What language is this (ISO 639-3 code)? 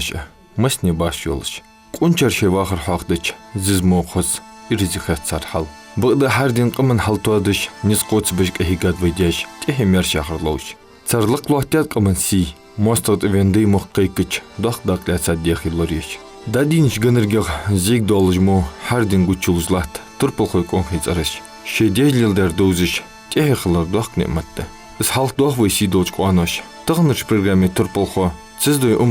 inh